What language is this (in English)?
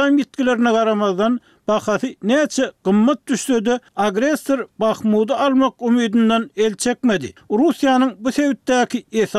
Turkmen